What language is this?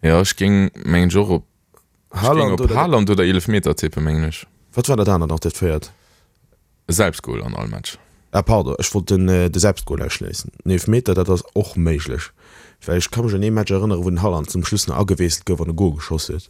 Luxembourgish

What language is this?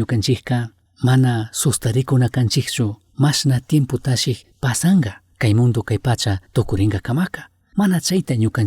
Chimborazo Highland Quichua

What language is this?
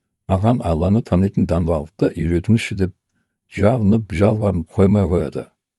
Kazakh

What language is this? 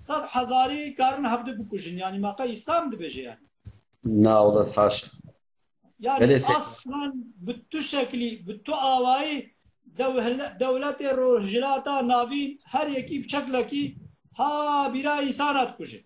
Kurdish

